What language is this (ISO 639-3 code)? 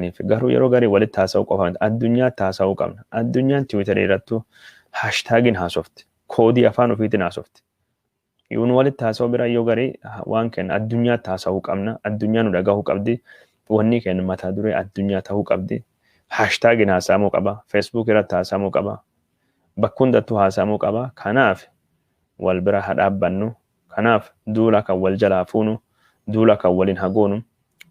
orm